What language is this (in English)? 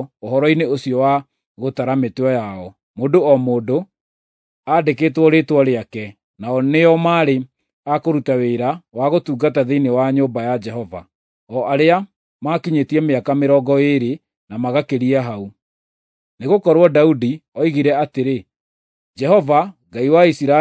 Kikuyu